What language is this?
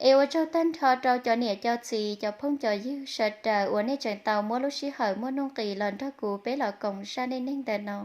Hmong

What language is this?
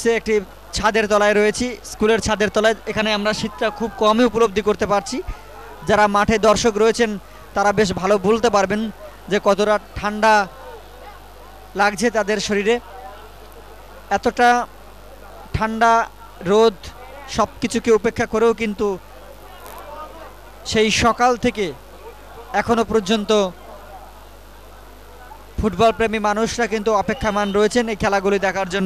Bangla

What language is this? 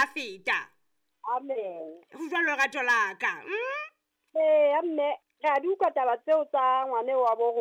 Southern Sotho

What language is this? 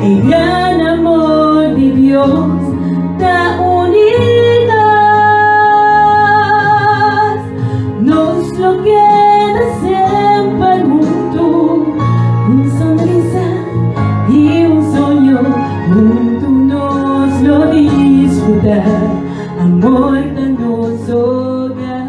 Papiamento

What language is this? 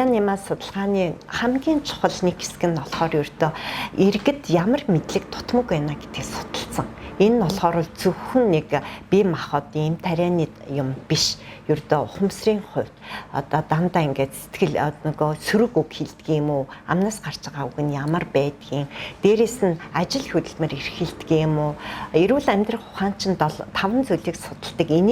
Mongolian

